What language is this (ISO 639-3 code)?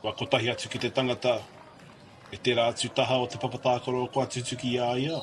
mri